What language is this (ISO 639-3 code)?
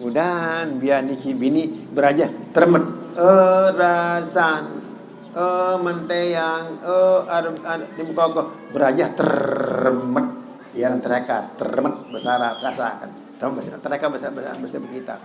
sas